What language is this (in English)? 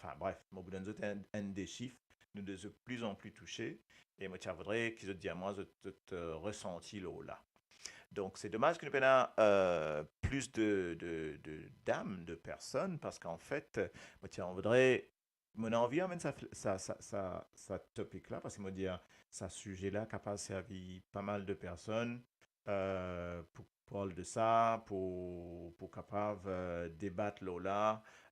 Morisyen